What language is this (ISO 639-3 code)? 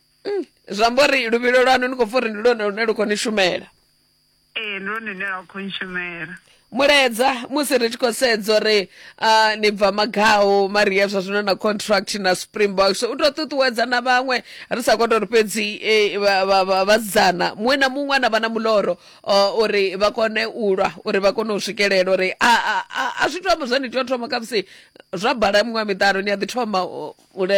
ven